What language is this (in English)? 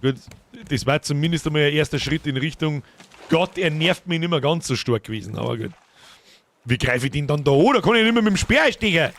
Bavarian